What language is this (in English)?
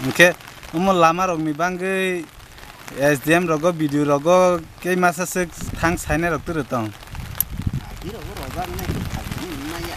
Kok Borok